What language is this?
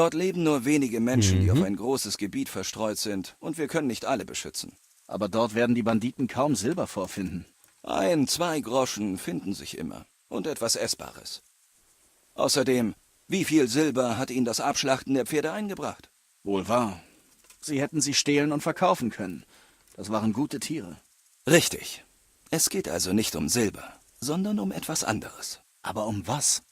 Swiss German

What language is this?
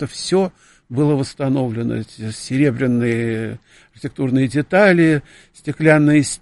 Russian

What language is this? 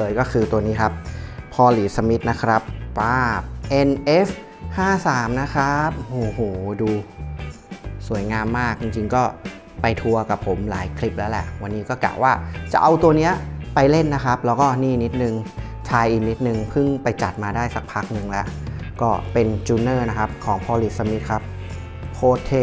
Thai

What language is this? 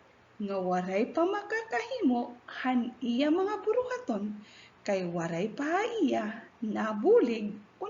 Waray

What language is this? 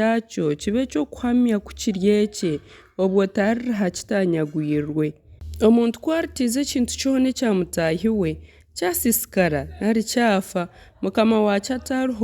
Nyankole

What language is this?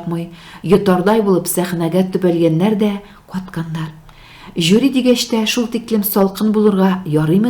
Tatar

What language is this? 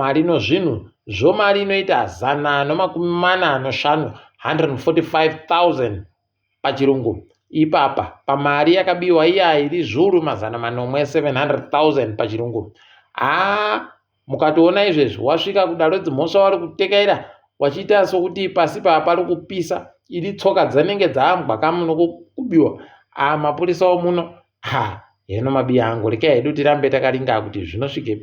Ndau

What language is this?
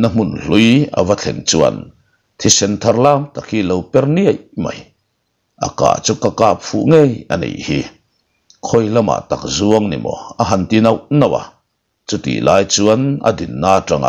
Mizo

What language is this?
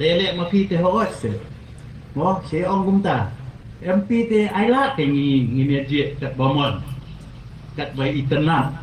Khasi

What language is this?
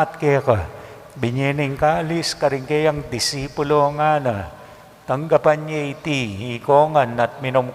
Pampanga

